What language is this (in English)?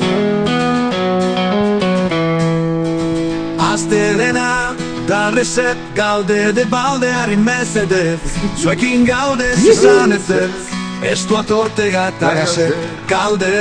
Basque